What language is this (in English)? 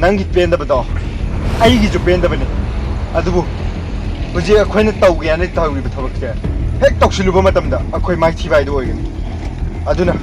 Manipuri